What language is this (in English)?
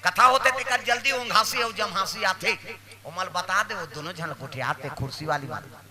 Chhattisgarhi